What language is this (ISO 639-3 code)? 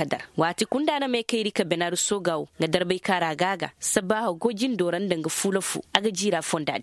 ses